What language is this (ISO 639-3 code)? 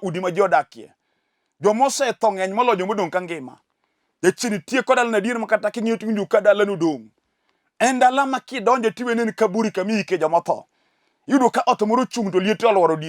luo